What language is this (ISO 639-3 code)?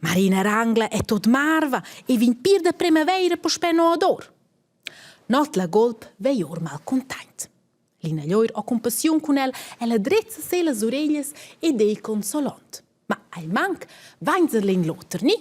roh